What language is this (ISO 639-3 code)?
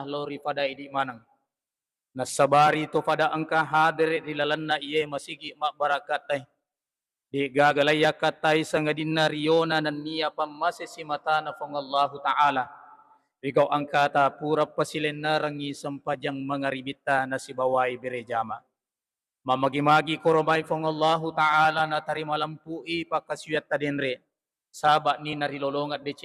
bug